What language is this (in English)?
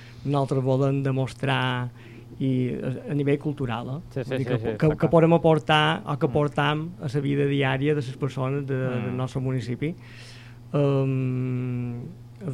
Catalan